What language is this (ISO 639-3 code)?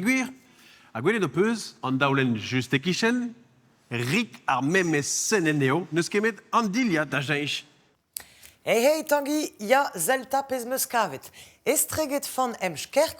bre